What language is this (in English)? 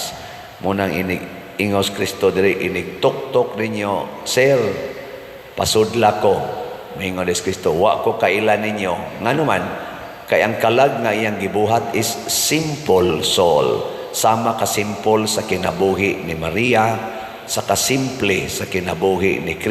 Cebuano